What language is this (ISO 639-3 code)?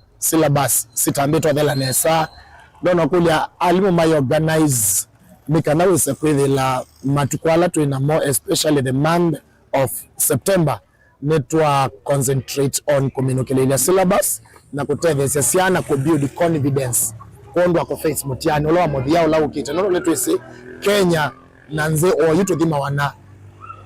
kam